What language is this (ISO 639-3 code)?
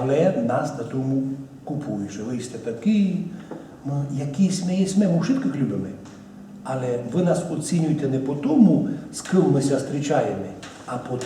rue